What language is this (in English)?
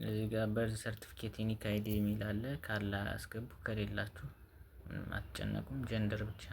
Amharic